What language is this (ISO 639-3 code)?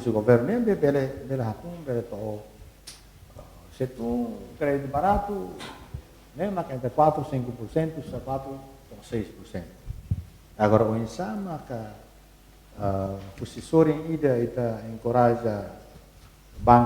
tet